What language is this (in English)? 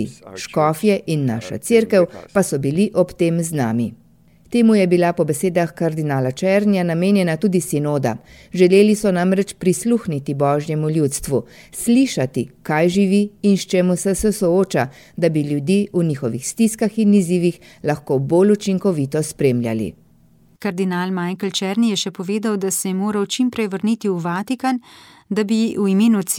Slovenian